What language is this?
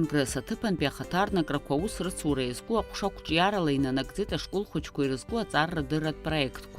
Abkhazian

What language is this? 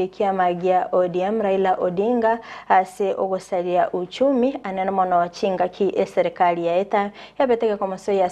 Gusii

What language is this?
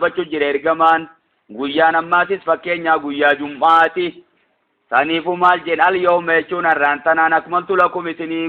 Oromo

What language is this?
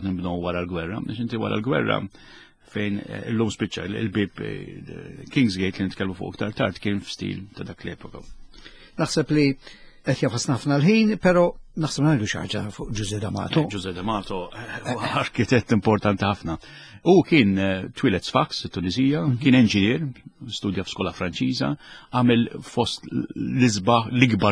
Maltese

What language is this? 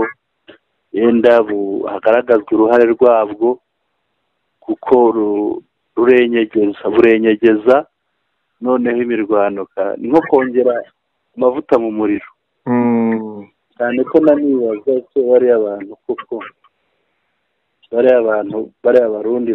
Kinyarwanda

